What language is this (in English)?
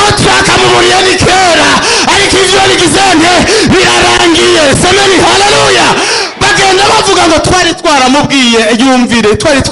Rundi